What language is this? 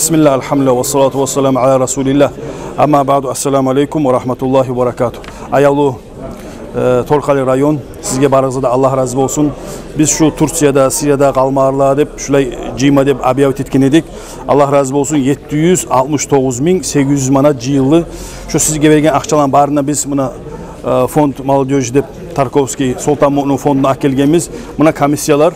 Kumyk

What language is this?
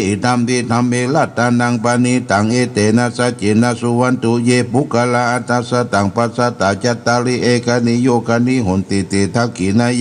Pali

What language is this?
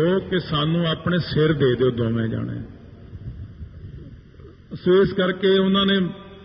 Punjabi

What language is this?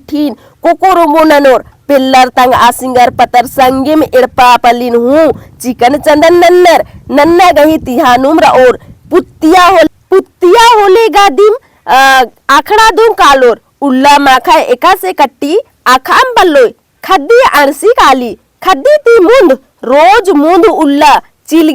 Kurukh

